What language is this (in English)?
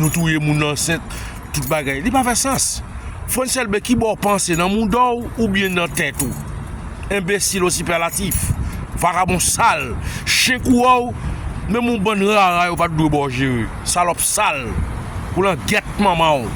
Haitian Creole